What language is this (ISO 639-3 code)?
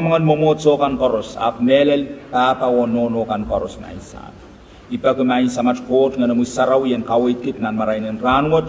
pon